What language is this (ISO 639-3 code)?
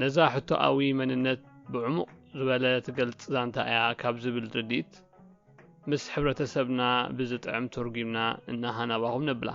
tir